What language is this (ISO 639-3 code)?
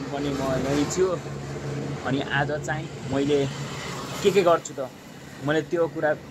nep